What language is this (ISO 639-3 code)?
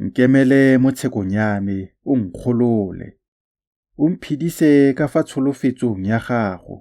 tsn